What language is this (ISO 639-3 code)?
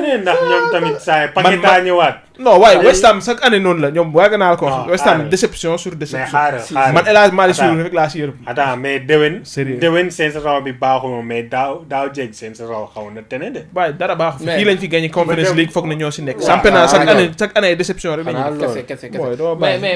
wol